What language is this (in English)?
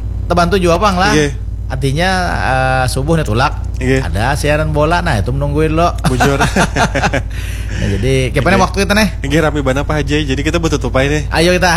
Banjar